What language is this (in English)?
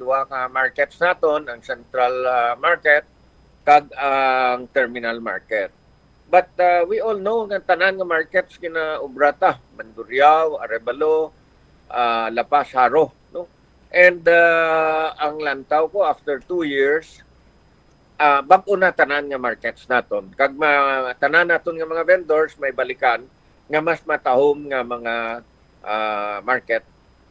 Hiligaynon